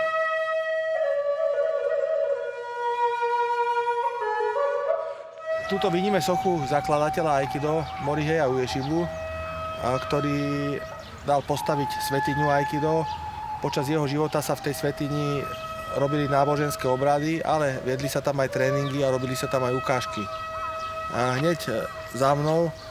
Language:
Slovak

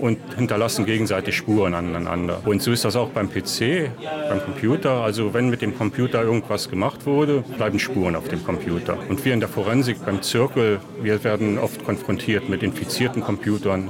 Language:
Luxembourgish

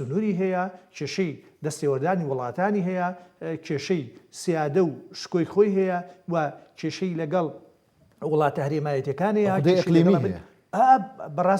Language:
Central Kurdish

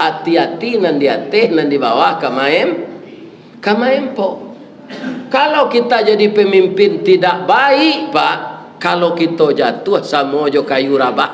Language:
Minangkabau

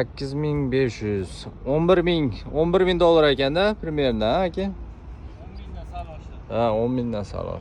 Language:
Uzbek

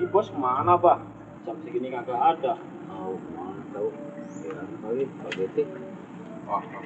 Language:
Betawi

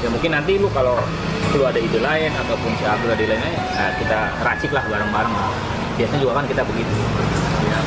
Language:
Betawi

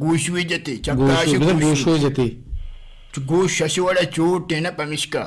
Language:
Eastern Balochi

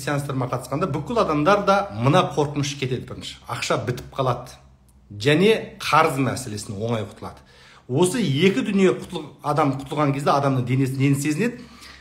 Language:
Kazakh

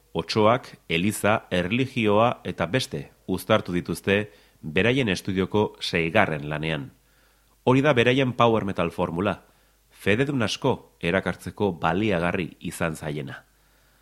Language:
Basque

